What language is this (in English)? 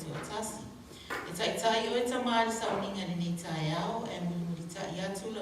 Samoan